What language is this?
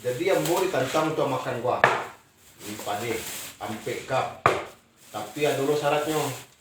Minangkabau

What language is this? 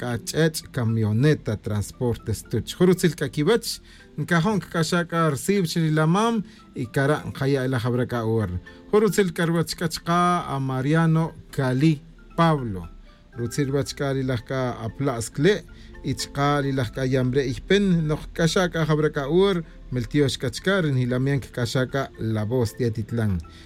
Tz'utujil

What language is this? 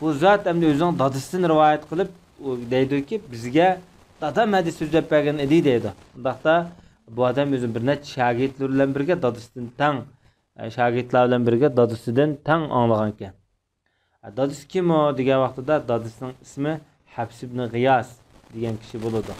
Uyghur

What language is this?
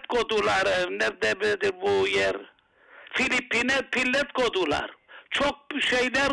Turkish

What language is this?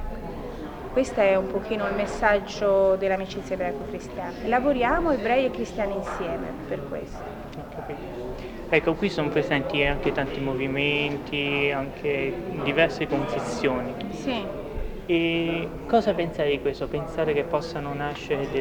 Italian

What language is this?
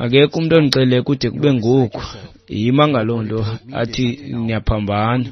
Xhosa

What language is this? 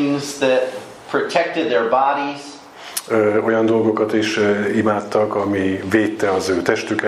Hungarian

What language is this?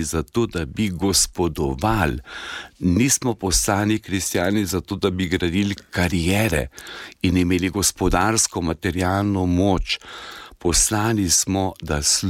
Slovenian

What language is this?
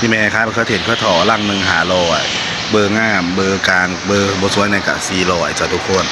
Northeastern Thai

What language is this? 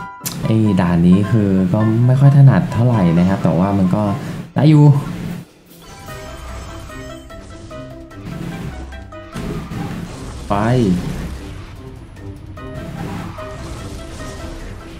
Thai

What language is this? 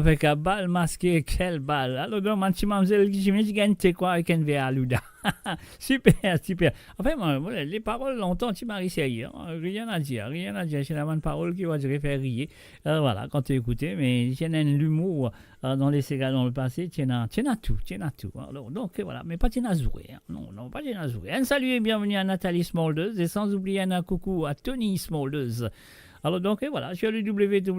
Morisyen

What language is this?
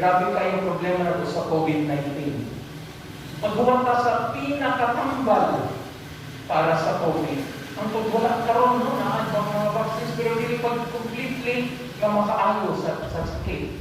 Cebuano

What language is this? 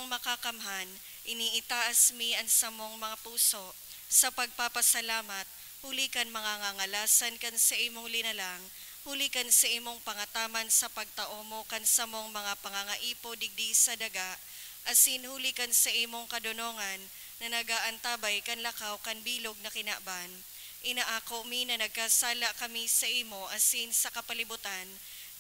Bikol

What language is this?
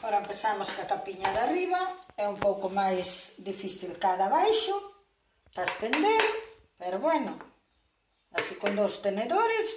Galician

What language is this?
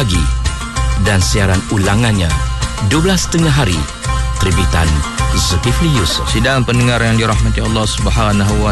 Malay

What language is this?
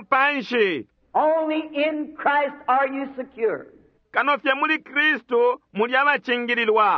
Bemba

